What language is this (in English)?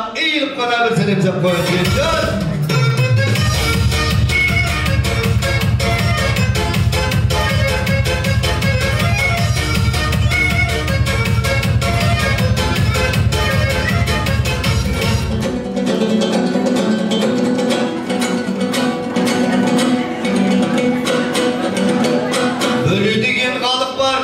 Kazakh